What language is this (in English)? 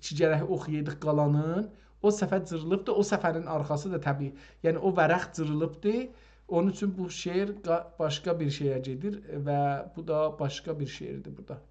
South Azerbaijani